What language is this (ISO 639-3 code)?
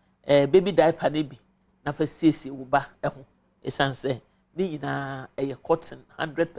aka